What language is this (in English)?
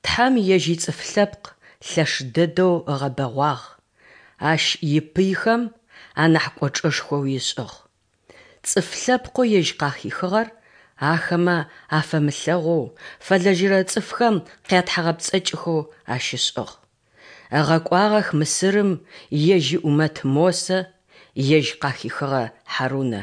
Adyghe